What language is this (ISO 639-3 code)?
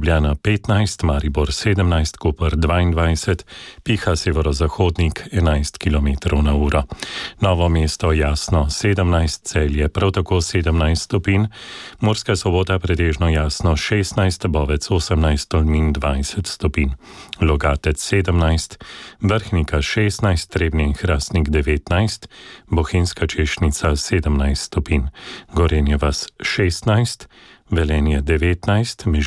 slv